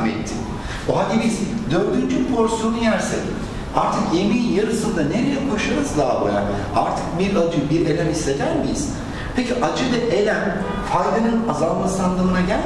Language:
Turkish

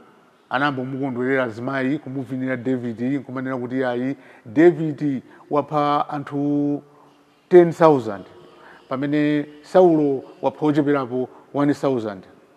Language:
Nyanja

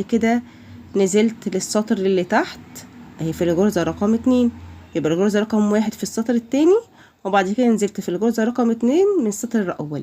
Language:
Egyptian Arabic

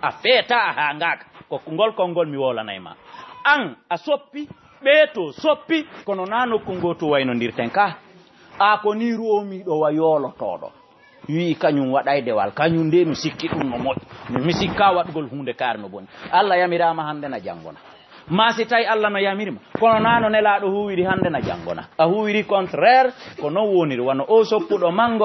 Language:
Fula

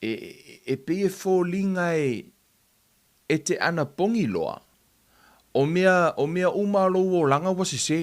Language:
Samoan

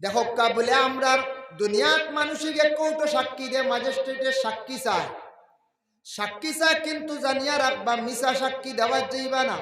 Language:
Sylheti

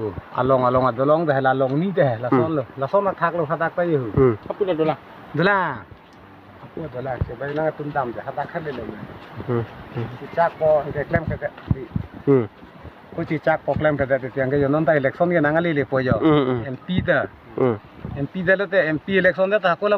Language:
Karbi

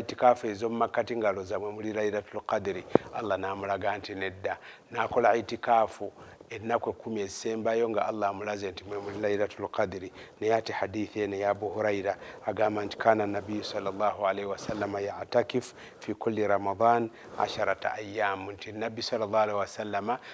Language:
Ganda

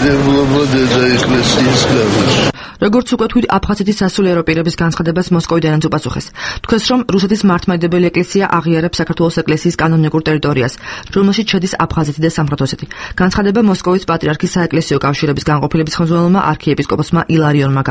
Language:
Georgian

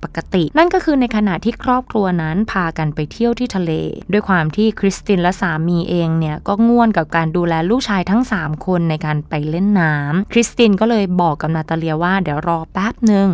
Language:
Thai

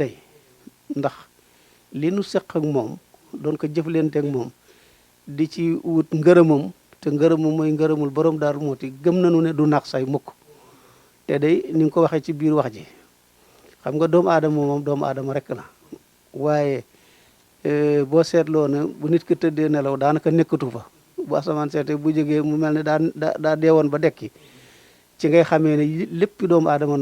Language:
Wolof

